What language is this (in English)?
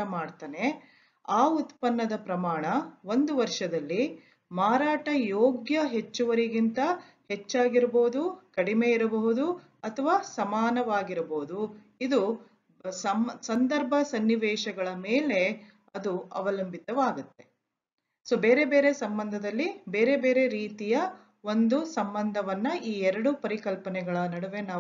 Kannada